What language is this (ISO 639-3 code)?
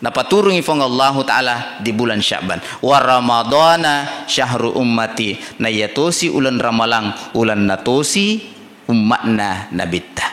bug